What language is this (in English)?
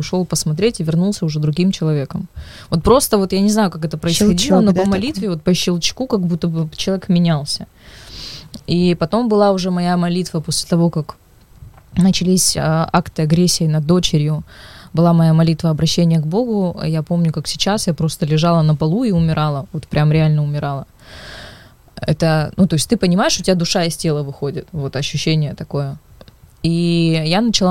Russian